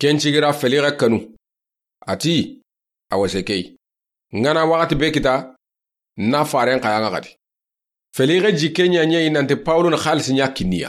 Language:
Soninke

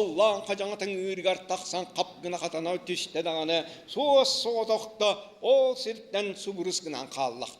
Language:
Yakut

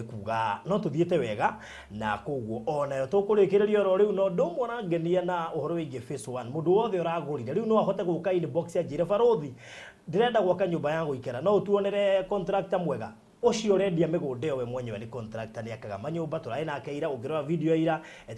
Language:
Kikuyu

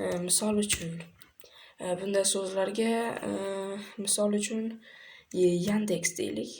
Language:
Uzbek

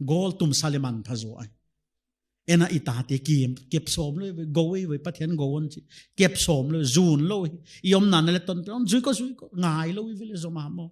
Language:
Paite Chin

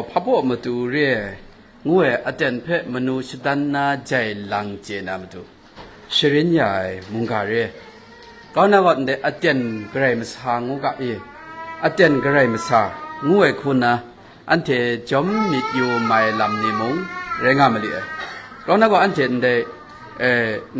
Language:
Kachin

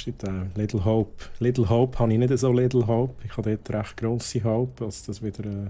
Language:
Swiss German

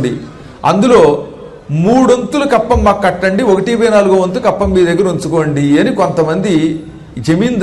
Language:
Telugu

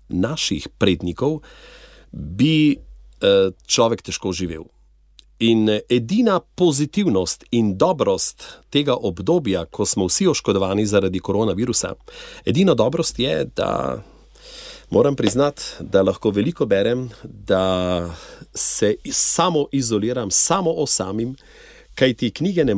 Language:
Slovenian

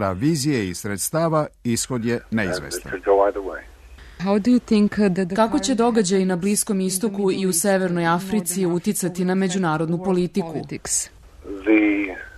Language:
Serbian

